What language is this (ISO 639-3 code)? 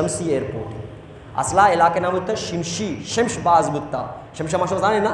bal